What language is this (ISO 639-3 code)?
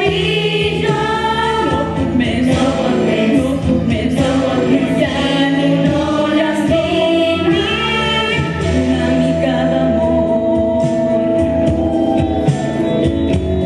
cat